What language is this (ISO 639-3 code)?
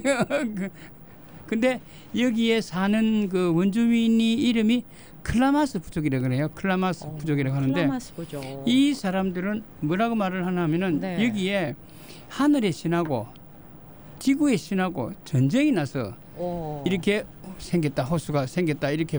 kor